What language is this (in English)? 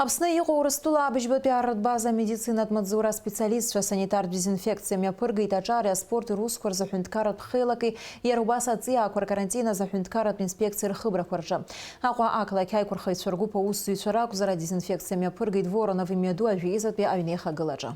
Abkhazian